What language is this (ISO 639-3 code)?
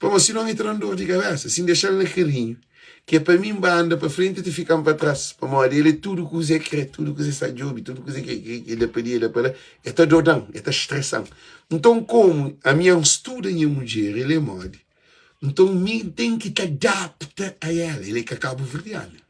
kea